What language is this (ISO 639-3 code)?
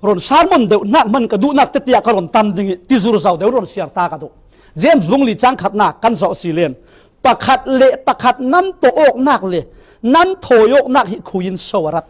cfm